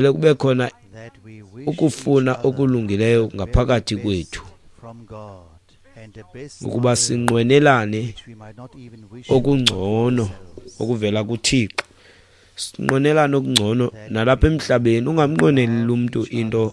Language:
Xhosa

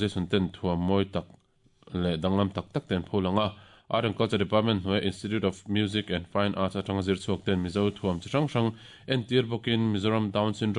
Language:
Mizo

